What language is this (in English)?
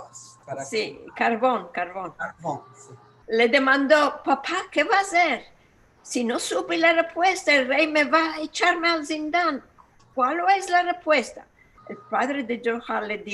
Ladino